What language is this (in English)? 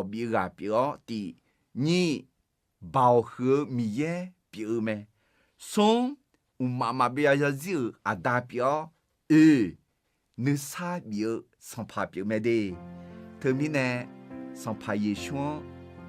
Akha